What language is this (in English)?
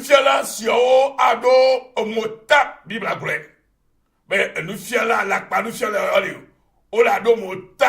Ewe